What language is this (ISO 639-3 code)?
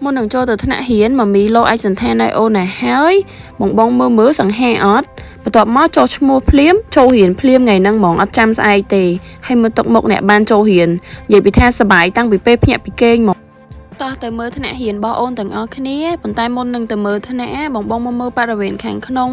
khm